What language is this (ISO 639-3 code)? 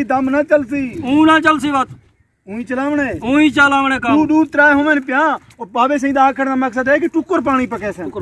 skr